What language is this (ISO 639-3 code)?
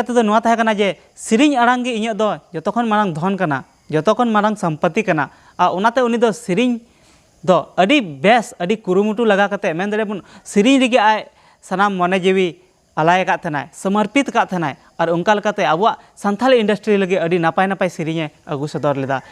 sat